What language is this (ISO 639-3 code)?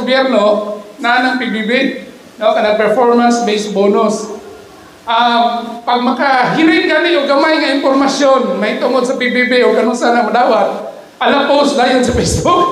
ceb